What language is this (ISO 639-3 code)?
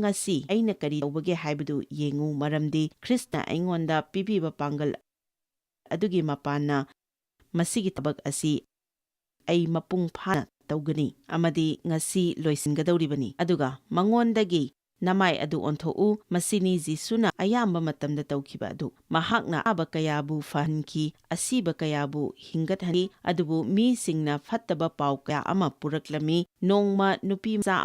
mni